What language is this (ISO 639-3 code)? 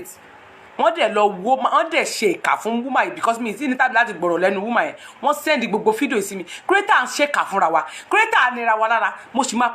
yor